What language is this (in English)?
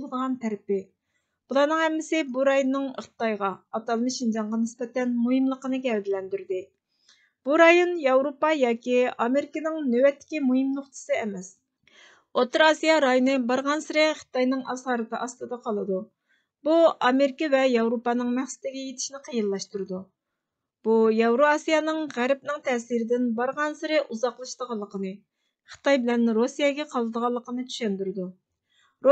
Uyghur